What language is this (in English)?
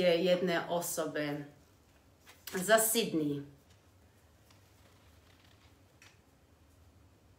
Croatian